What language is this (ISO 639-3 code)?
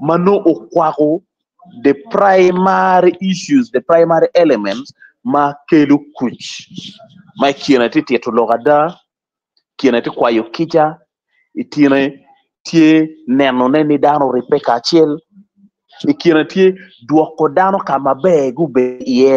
ach